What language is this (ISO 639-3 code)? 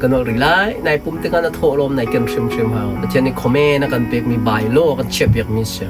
cnh